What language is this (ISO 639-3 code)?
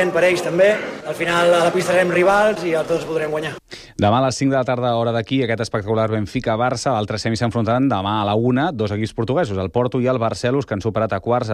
cat